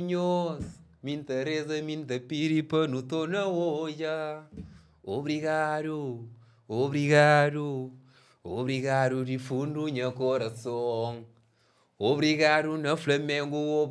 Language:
Kabuverdianu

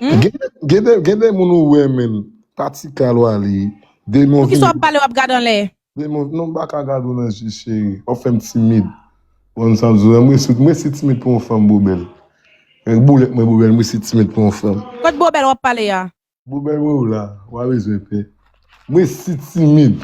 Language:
Haitian Creole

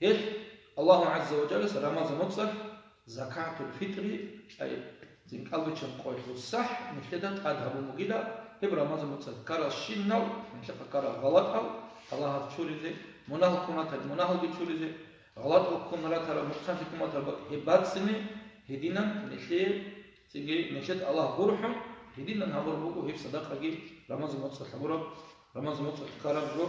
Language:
Avaric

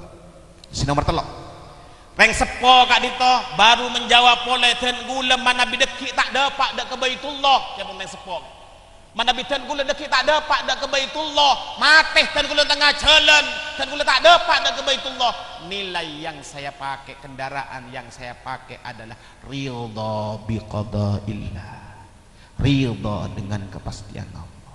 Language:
Madurese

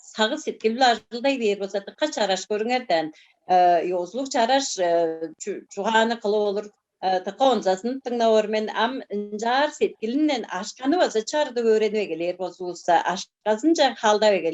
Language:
Tuvinian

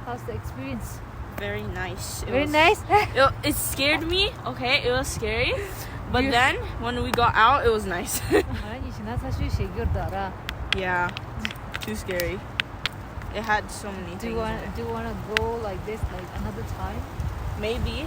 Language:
Tibetan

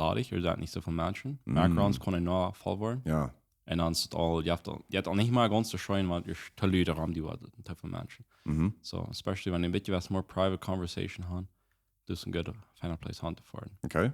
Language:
Plautdietsch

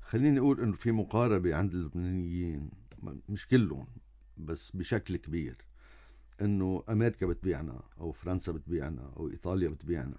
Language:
North Levantine Arabic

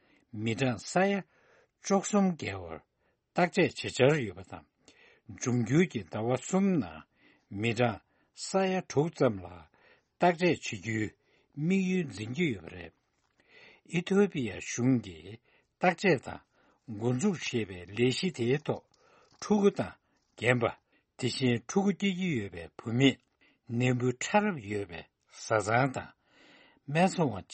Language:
Tibetan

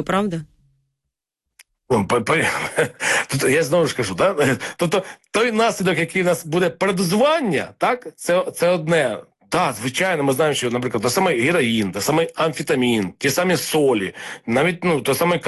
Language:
Ukrainian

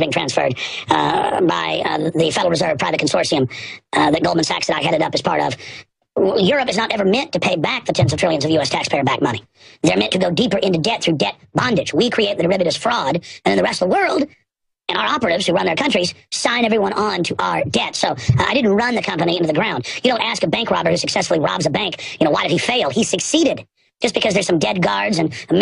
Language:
English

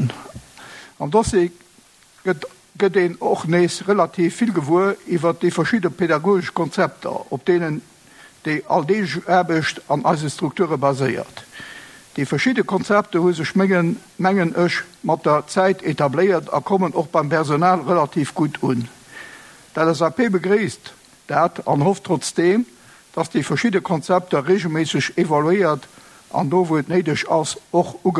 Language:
Luxembourgish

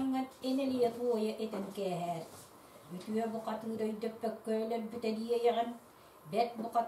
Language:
Yakut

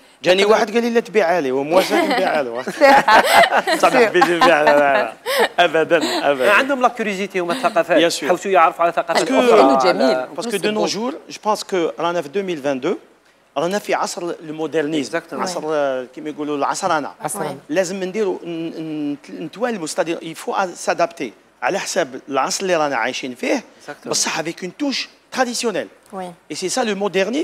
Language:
Algerian Arabic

